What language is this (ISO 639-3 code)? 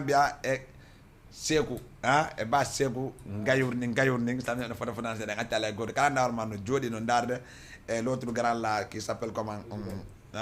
ful